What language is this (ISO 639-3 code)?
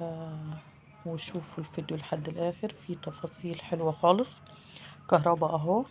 arz